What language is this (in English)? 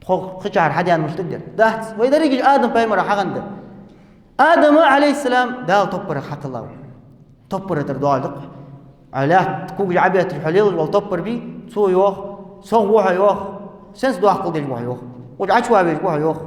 Ingush